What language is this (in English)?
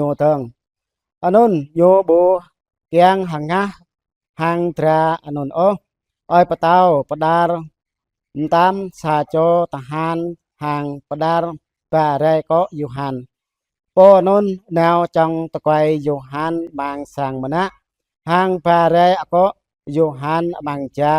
Jarai